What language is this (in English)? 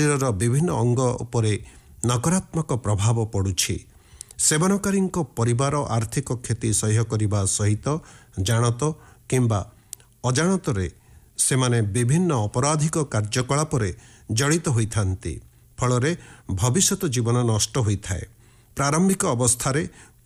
Odia